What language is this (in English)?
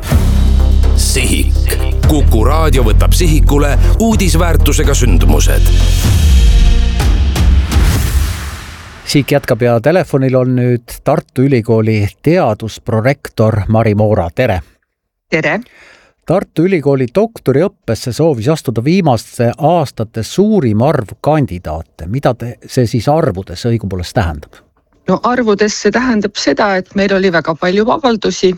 Estonian